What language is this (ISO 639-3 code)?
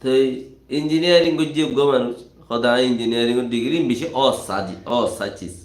rhg